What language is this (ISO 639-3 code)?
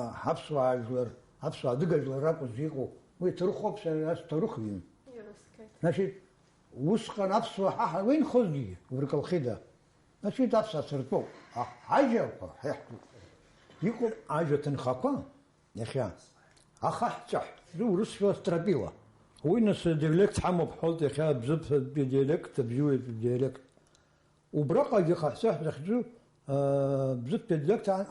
abk